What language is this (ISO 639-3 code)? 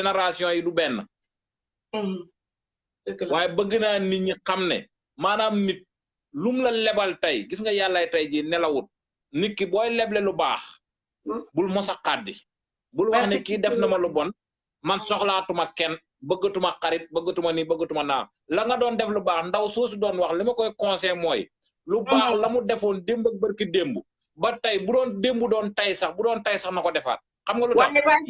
wol